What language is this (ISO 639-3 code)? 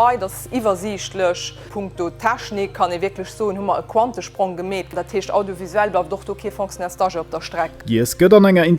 ltz